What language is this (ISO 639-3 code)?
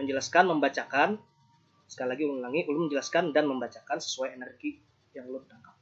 bjn